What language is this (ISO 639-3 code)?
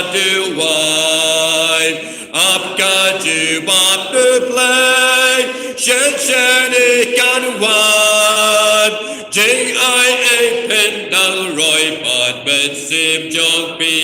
kha